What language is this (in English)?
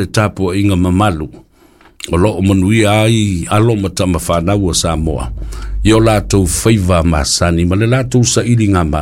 Samoan